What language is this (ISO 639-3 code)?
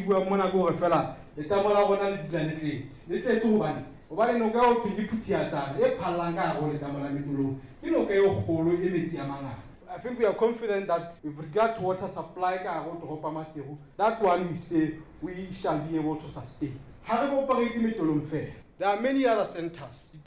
sot